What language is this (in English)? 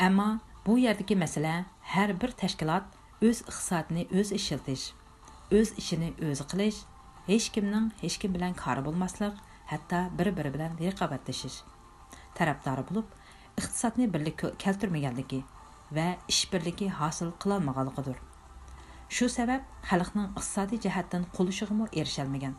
Uyghur